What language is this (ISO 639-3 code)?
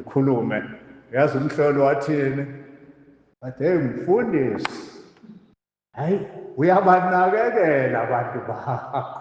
zul